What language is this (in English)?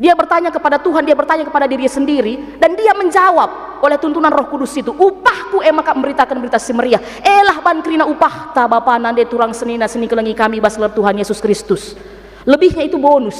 Batak Karo